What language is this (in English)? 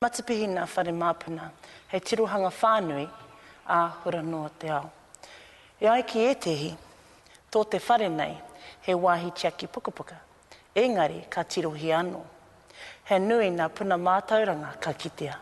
Māori